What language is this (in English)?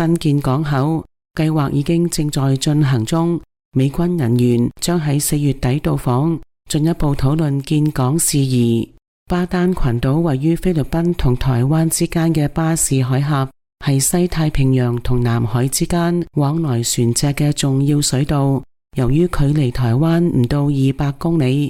Cantonese